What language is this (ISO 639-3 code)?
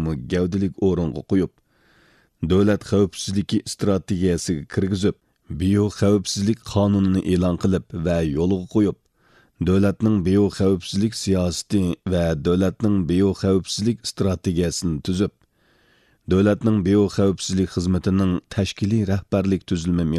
uig